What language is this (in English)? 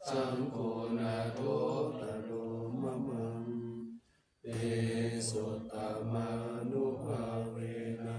Pali